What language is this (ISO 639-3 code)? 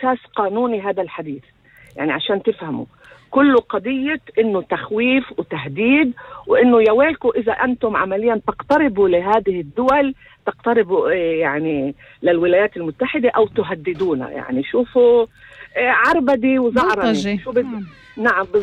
apc